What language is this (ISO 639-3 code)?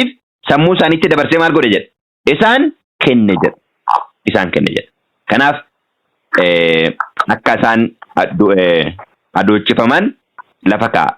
orm